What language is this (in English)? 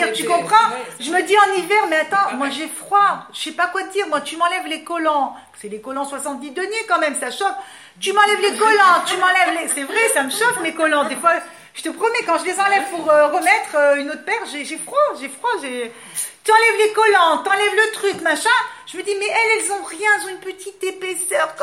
French